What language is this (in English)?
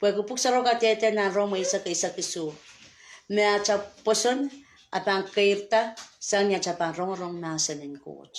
Pohnpeian